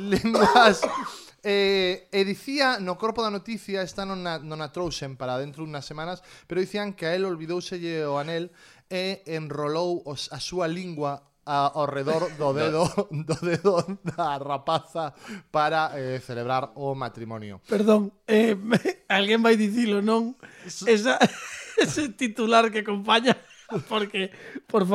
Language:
Galician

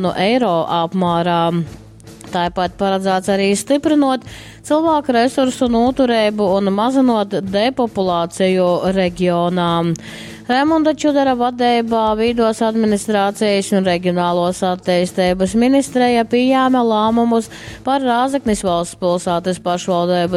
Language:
Latgalian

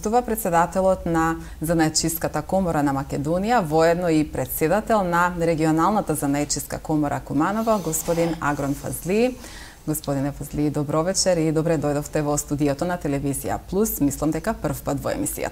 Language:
Macedonian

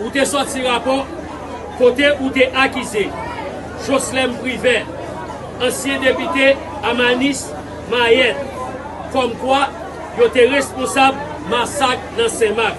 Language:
Haitian Creole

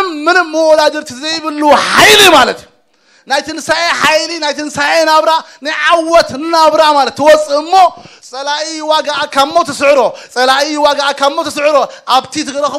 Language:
Tigrinya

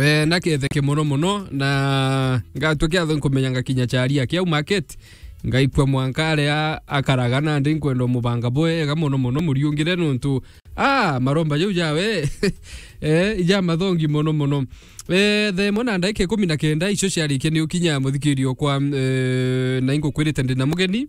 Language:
Meru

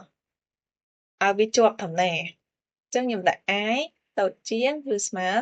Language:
Khmer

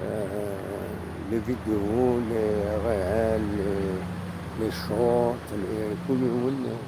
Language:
Kabyle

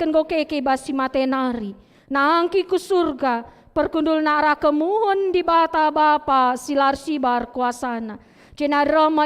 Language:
Batak Karo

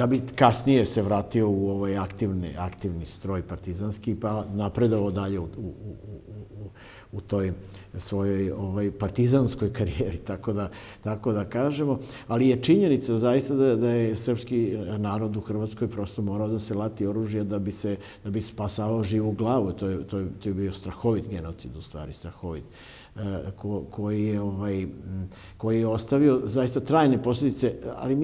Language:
Serbian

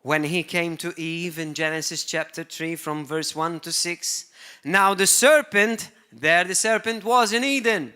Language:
English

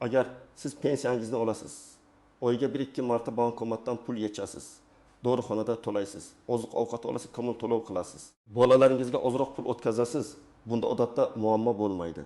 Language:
Uzbek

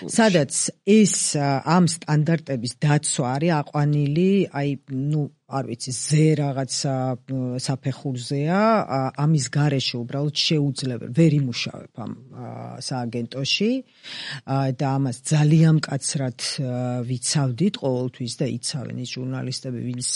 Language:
Georgian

